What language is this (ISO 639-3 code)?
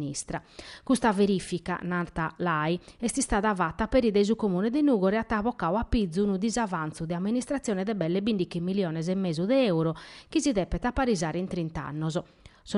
srd